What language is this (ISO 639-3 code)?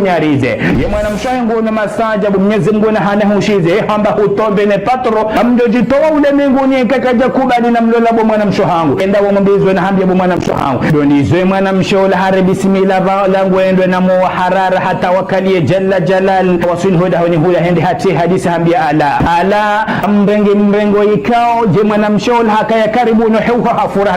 zdj